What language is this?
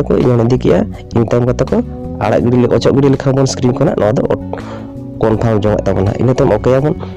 Santali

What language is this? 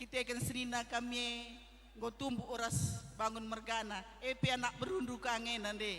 Batak Karo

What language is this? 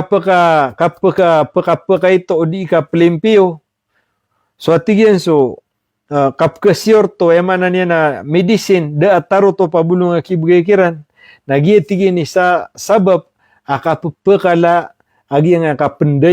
Maranao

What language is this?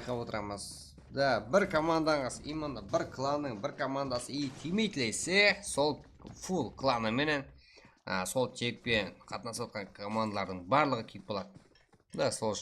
Kara-Kalpak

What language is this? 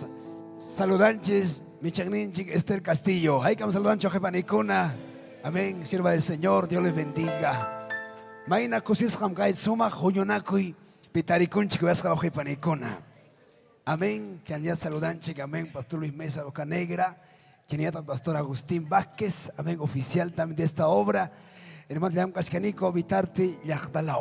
Ayacucho Quechua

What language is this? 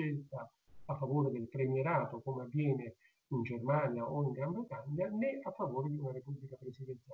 Italian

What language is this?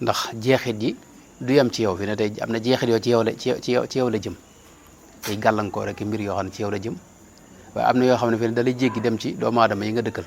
Wolof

